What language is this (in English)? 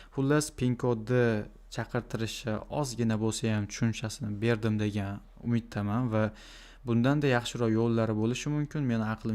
Uzbek